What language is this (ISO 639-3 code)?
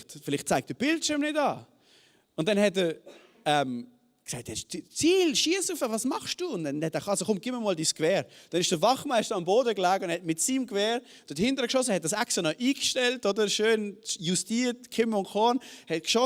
gsw